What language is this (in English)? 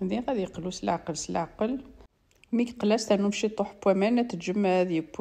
Kabyle